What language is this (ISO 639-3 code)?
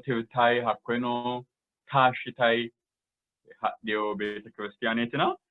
sid